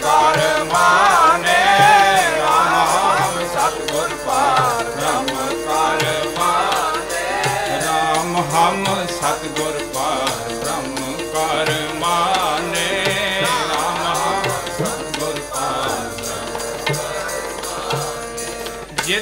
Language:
Punjabi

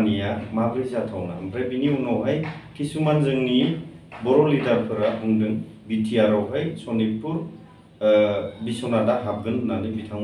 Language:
Bodo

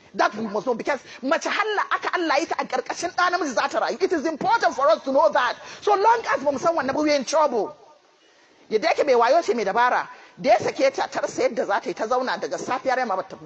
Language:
Hausa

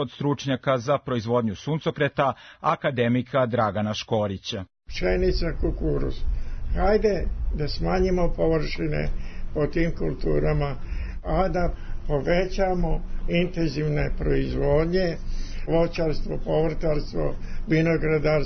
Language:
Serbian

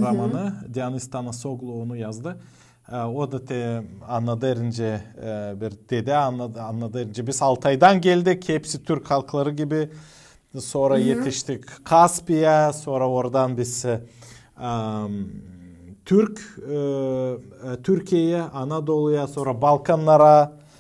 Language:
Gagauz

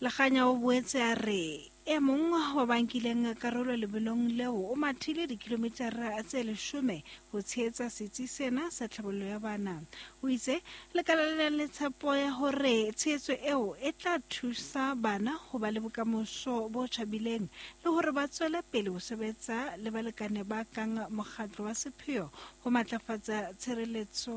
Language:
Southern Sotho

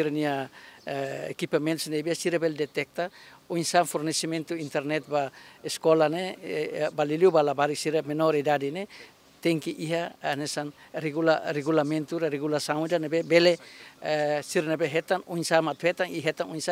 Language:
Tetum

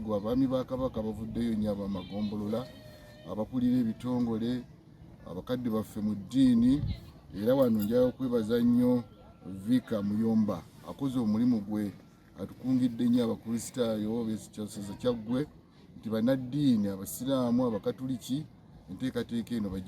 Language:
Ganda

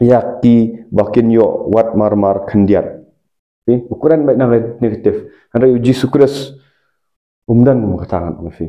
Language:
Khasi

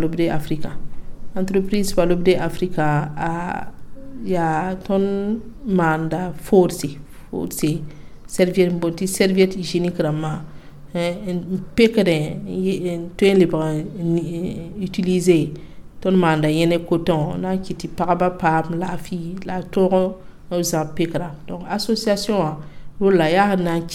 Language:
Mossi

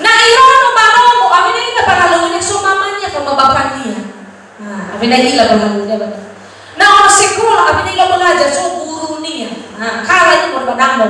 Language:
Nias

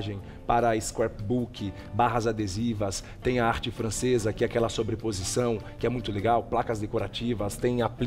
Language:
Portuguese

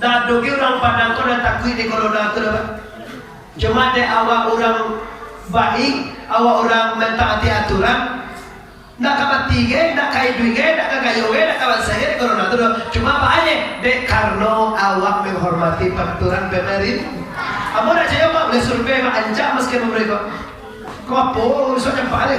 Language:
Minangkabau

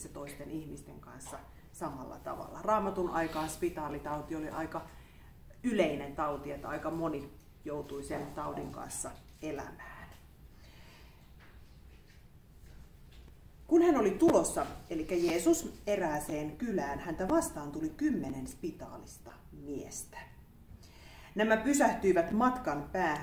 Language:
Finnish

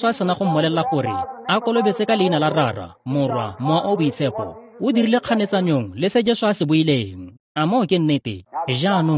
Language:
Tswana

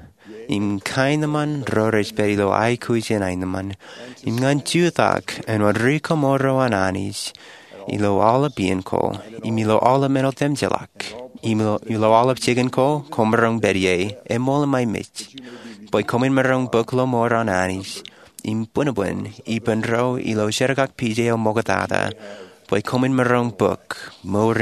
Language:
Marshallese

